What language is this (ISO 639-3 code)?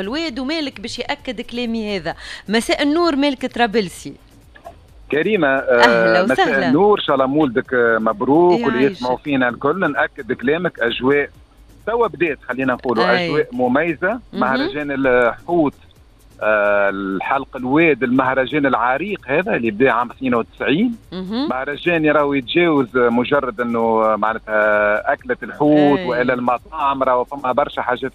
aeb